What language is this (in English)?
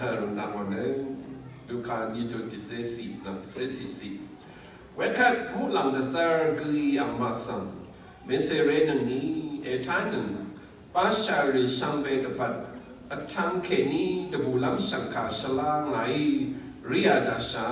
Rawang